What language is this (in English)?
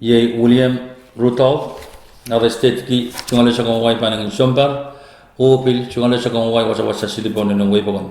Pohnpeian